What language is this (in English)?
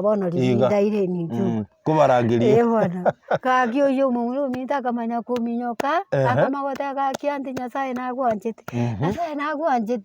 Gusii